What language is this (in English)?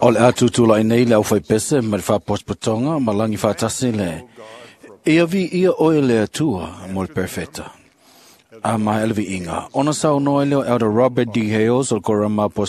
Samoan